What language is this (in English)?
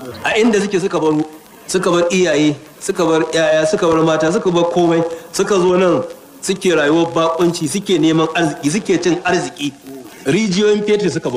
Hausa